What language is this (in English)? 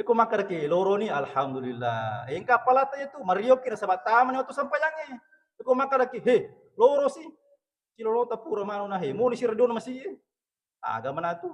Buginese